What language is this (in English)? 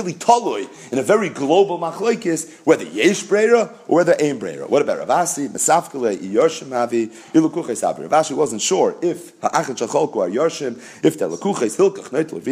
English